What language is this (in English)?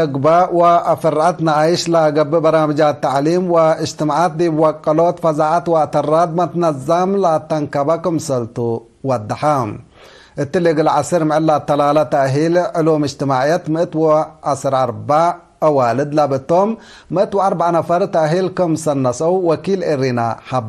Tigre